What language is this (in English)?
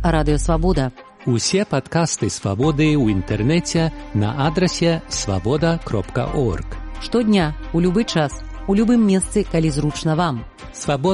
Belarusian